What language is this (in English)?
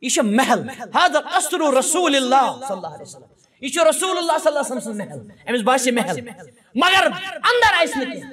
Kashmiri